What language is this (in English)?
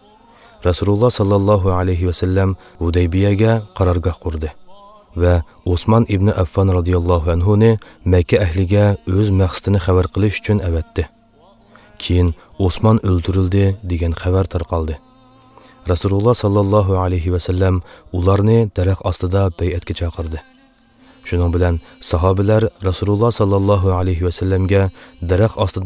Uyghur